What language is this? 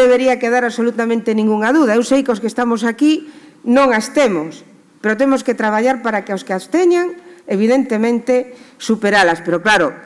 Galician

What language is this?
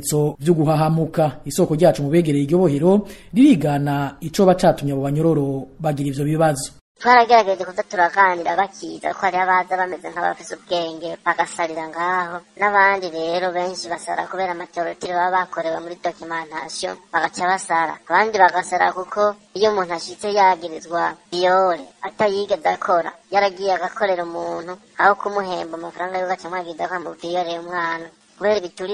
Rundi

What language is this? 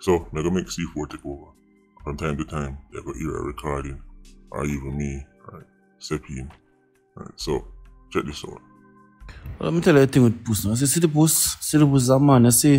Jamaican Creole English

